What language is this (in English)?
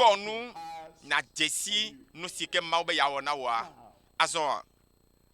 Ewe